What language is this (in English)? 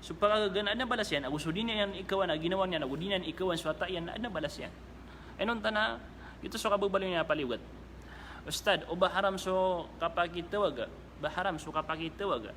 Maranao